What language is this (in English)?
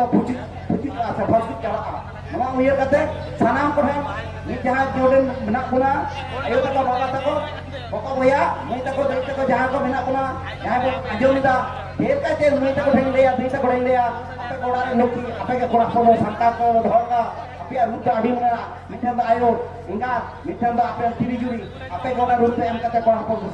Santali